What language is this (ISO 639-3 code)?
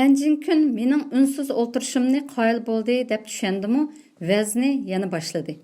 uig